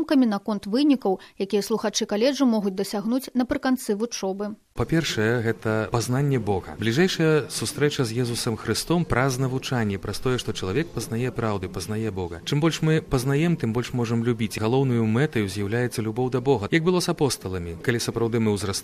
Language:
Belarusian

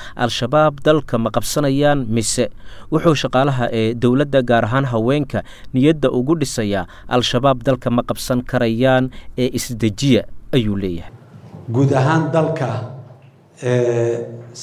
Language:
Somali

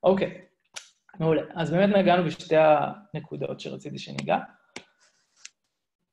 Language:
Hebrew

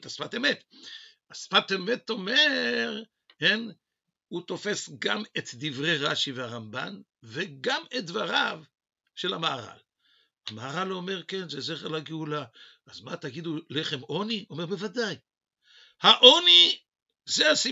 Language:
Hebrew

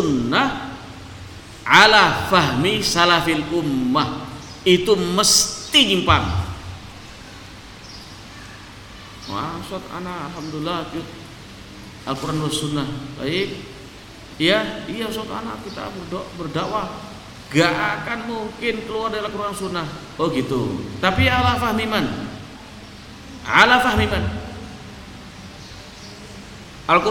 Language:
Indonesian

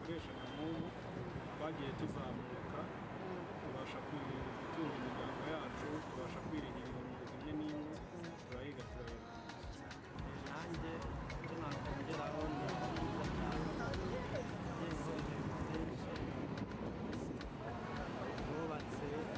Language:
Kinyarwanda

